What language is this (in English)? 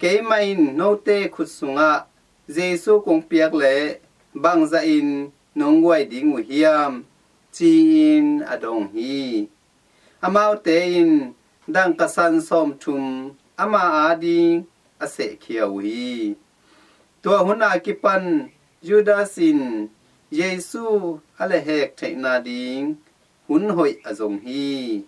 Tedim Chin